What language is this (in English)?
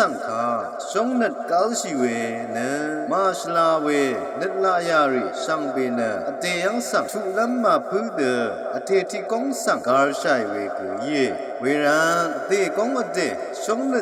Rawang